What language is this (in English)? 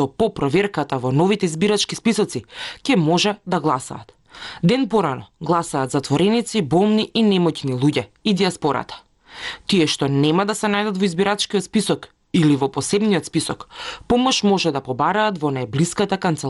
Macedonian